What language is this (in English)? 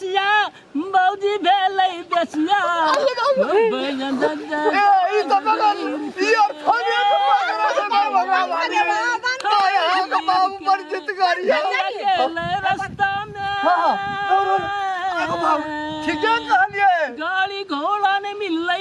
Maithili